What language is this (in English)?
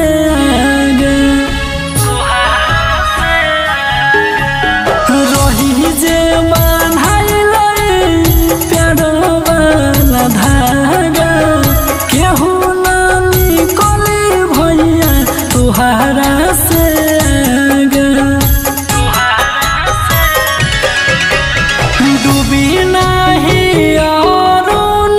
Bhojpuri